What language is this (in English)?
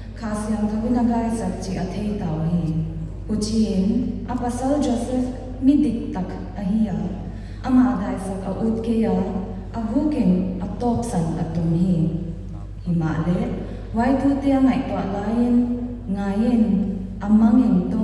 Paite Chin